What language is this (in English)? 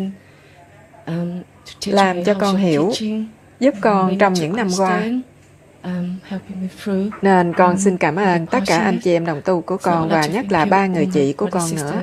Vietnamese